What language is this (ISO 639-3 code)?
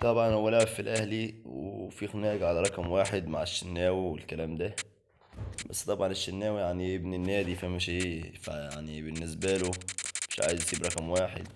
arz